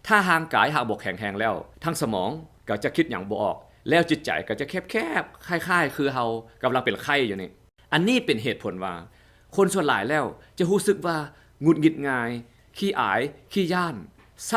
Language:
Lao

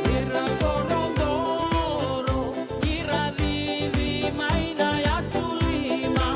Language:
Fijian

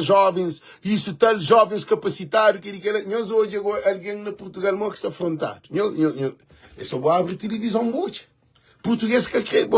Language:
Kabuverdianu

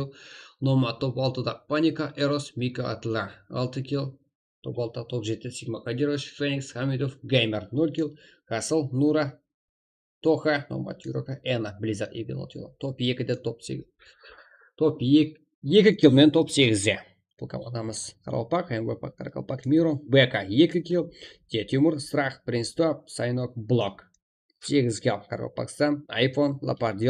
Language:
Kara-Kalpak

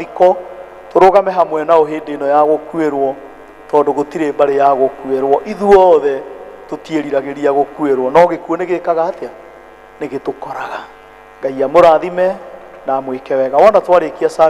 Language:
Kikuyu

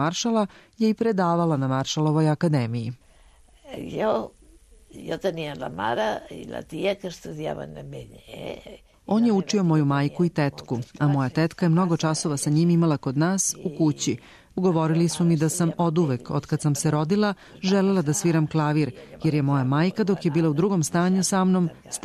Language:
Serbian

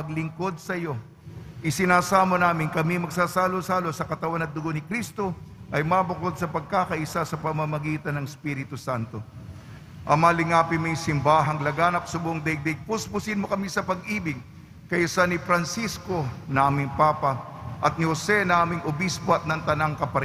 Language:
Filipino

